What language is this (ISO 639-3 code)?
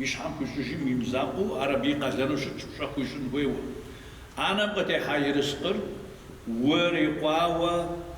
kbd